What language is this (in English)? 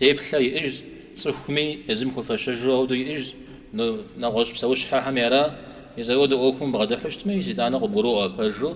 Kabardian